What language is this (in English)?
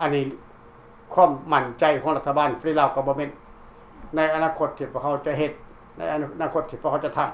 Lao